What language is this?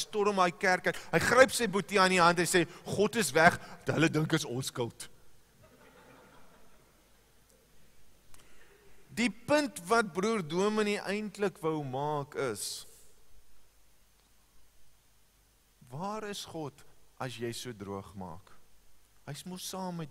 Afrikaans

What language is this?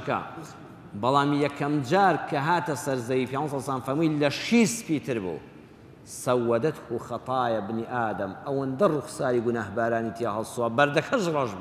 Central Kurdish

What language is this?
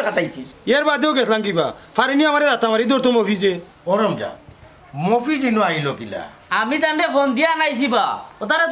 Sylheti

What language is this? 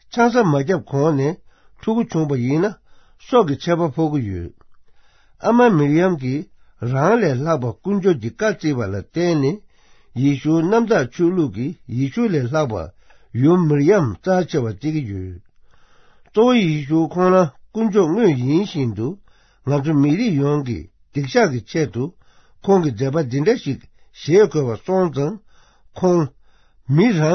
Tibetan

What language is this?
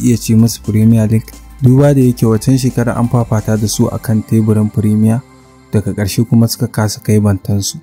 Hausa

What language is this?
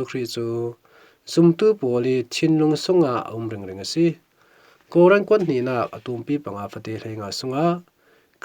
Falam Chin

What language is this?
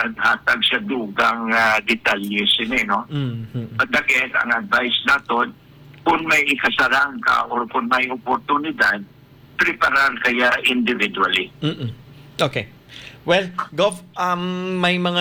Hiligaynon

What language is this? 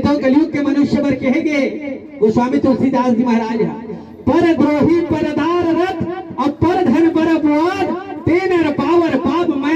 Chhattisgarhi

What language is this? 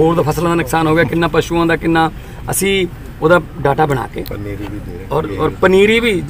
Punjabi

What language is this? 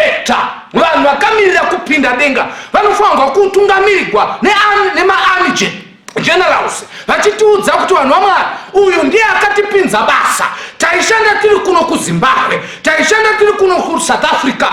Shona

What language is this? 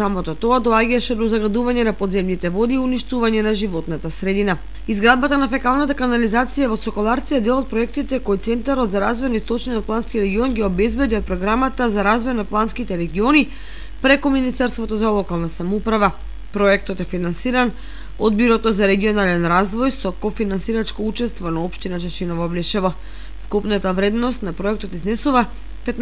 Macedonian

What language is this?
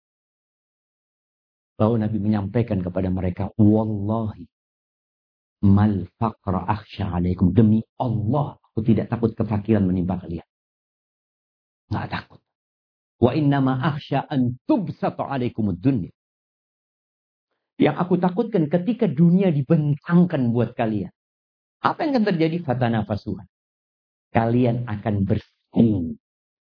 Indonesian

